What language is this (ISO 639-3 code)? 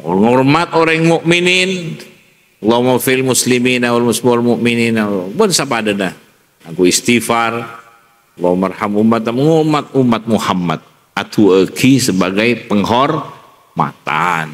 mad